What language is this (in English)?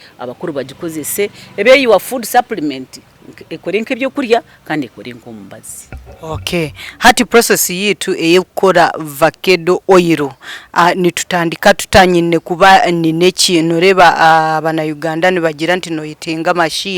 Nyankole